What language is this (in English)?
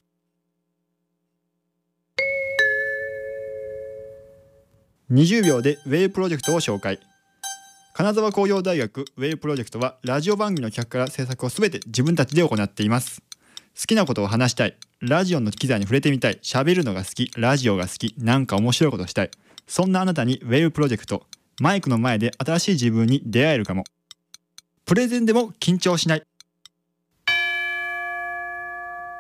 Japanese